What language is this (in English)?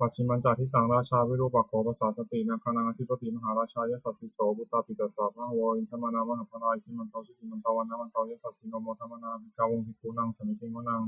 Pali